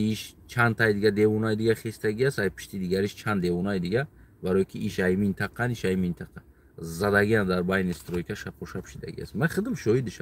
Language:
Tajik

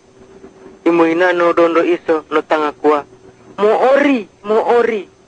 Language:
Luo (Kenya and Tanzania)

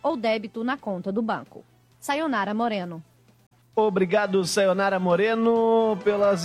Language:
Portuguese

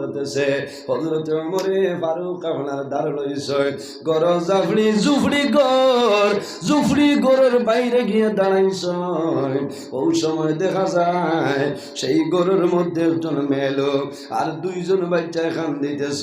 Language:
Sylheti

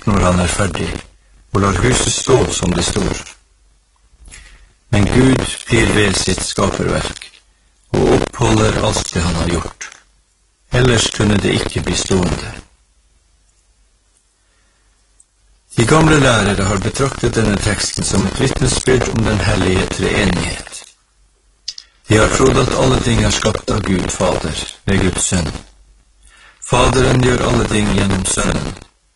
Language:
Norwegian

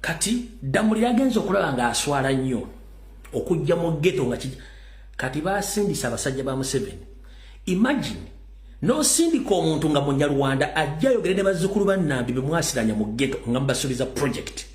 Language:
Ganda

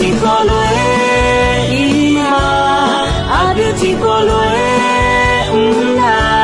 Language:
Akha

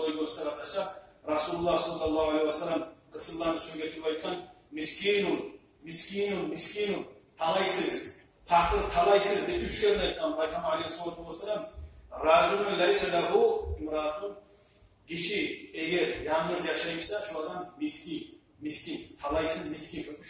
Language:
Kumyk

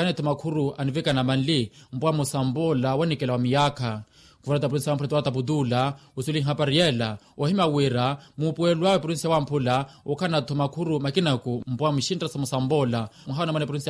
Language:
Makhuwa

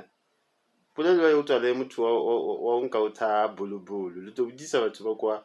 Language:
Northern Sotho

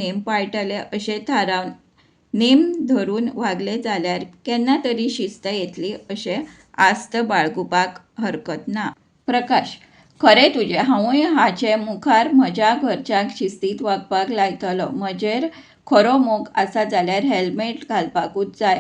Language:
Konkani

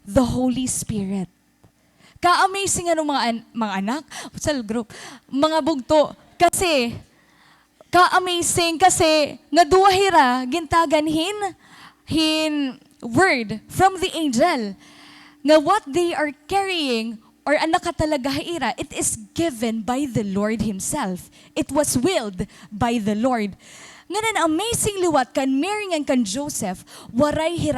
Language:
Waray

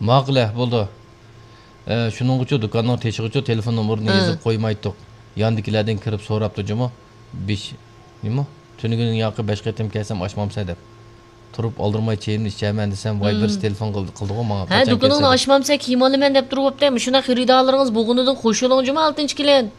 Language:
Uyghur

